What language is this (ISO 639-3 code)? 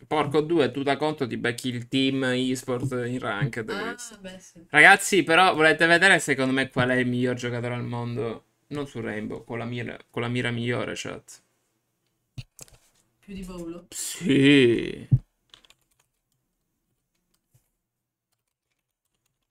ita